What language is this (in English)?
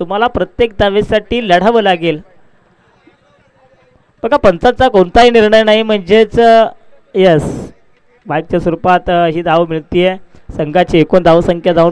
Marathi